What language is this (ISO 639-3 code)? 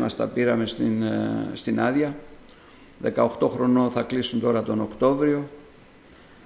ell